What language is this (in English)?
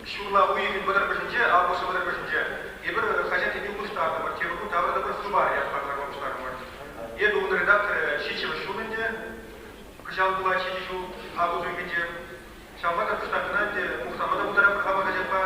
Chuvash